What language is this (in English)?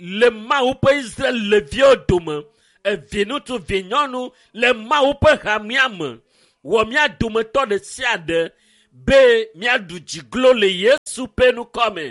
Ewe